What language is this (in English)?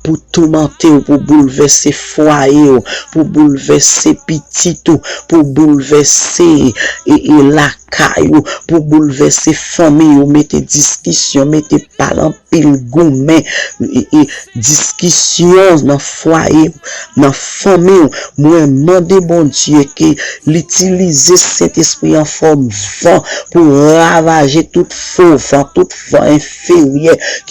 Haitian Creole